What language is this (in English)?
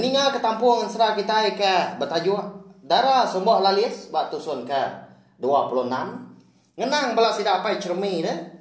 Iban